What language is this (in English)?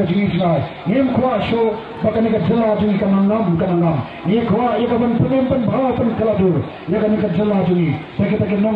Khasi